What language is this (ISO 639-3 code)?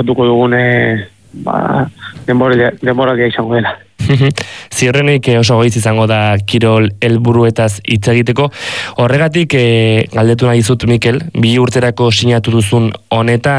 eus